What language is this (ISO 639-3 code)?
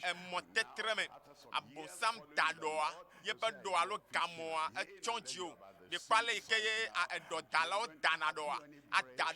ewe